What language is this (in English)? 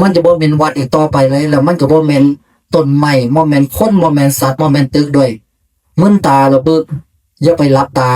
Northeastern Thai